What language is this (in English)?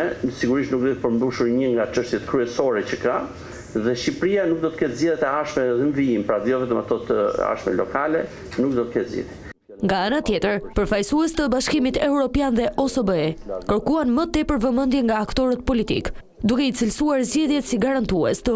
Albanian